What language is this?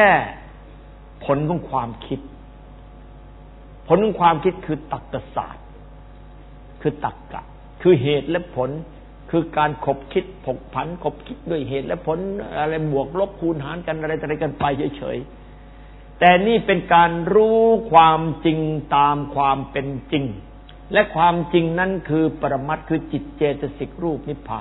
Thai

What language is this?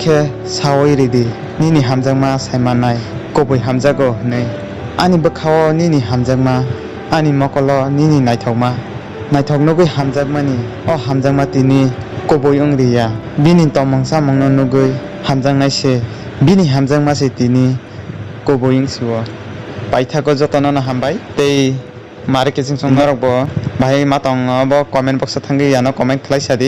Kok Borok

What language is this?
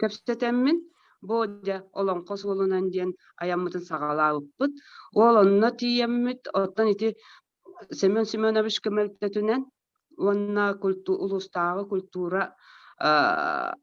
Yakut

